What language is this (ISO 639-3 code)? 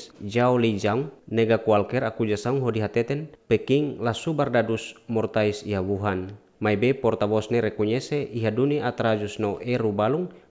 tet